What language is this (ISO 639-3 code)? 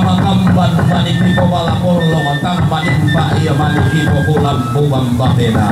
sda